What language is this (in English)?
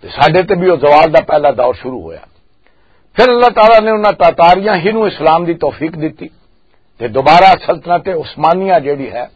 Western Panjabi